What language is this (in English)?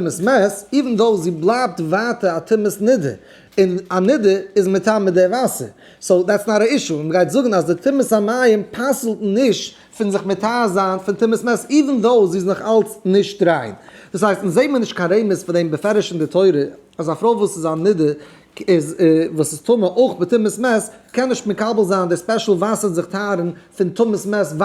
Yiddish